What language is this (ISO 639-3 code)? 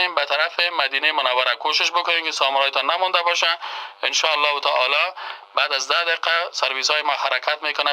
fas